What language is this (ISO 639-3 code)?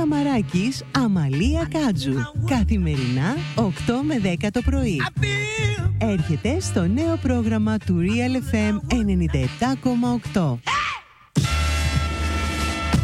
ell